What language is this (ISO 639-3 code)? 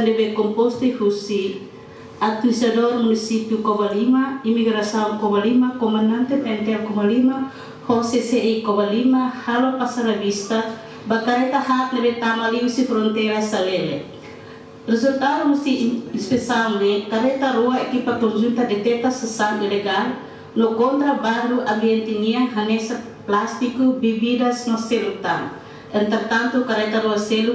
tet